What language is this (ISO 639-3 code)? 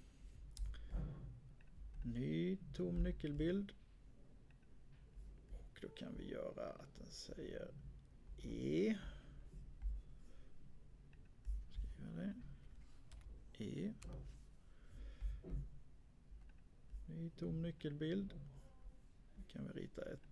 swe